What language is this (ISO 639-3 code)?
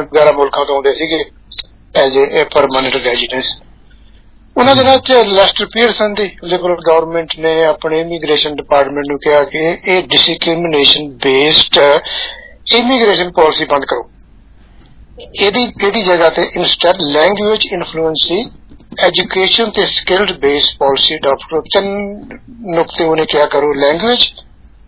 pan